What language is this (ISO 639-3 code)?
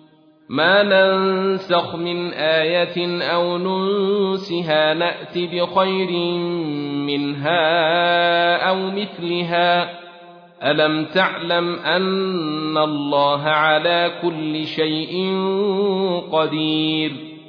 ara